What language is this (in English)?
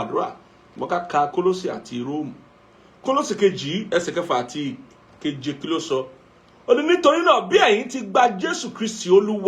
Yoruba